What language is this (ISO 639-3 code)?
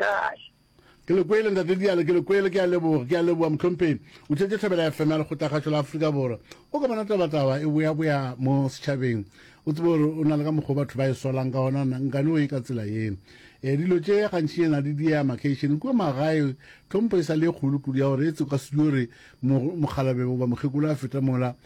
nso